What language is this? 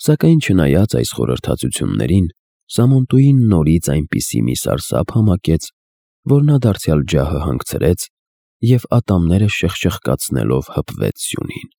Armenian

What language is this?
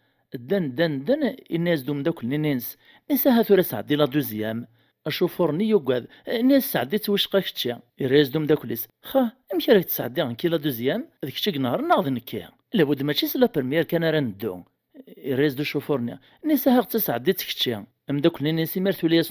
Kabyle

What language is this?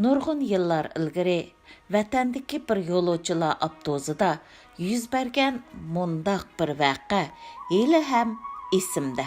Uyghur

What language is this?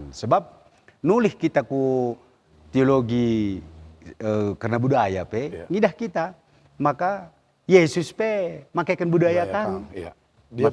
Batak Karo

